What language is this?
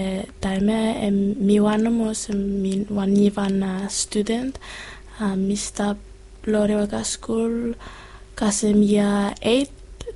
Bislama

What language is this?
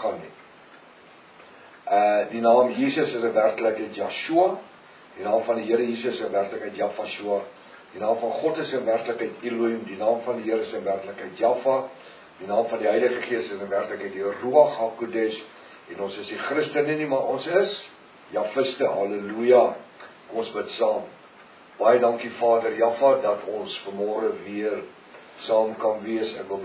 Afrikaans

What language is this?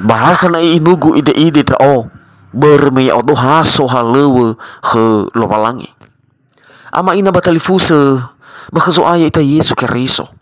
Nias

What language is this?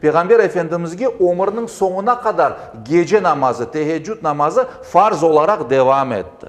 Crimean Tatar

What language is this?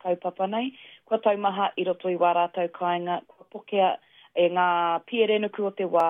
Māori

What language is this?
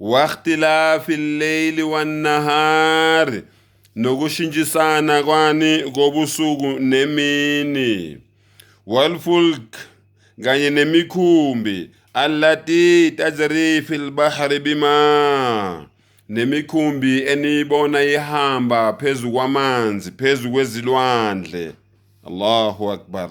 Zulu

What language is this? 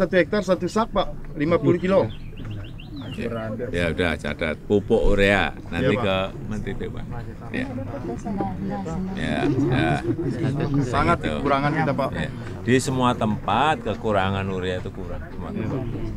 Indonesian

